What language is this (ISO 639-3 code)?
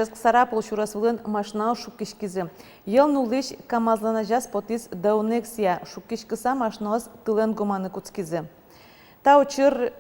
udm